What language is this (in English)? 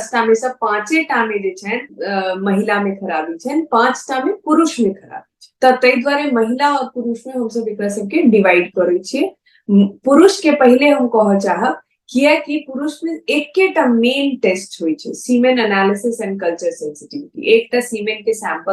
Maithili